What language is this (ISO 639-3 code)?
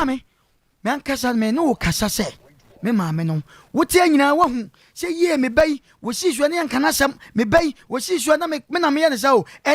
aka